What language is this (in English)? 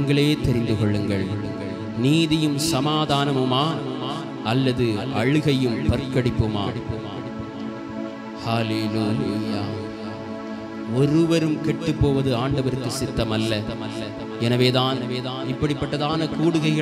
Tamil